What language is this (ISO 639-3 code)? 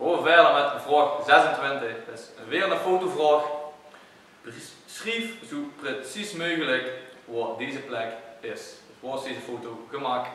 lim